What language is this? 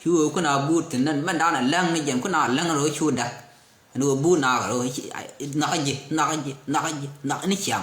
Nuer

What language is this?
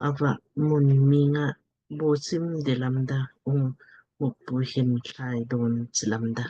Lamkang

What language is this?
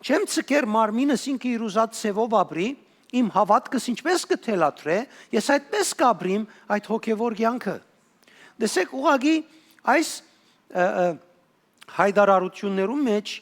Western Armenian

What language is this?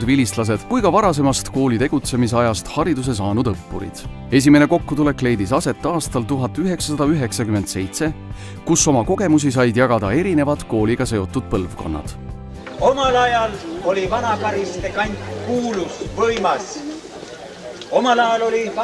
Estonian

